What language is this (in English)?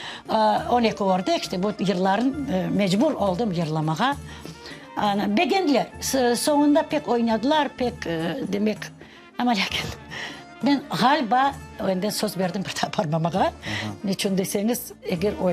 Crimean Tatar